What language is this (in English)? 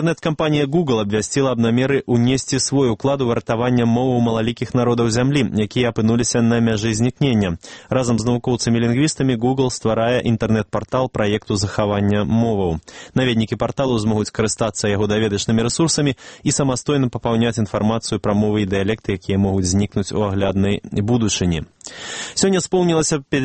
Belarusian